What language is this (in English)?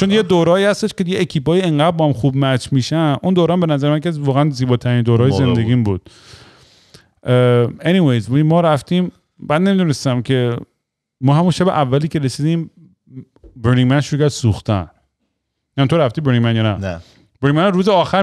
Persian